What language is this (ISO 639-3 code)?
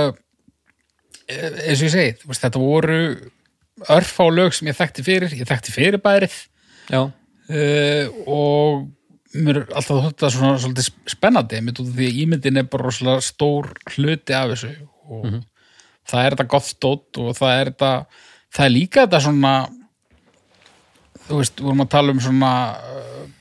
isl